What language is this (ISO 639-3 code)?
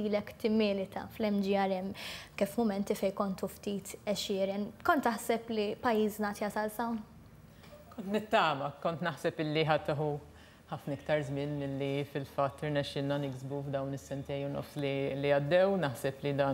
mlt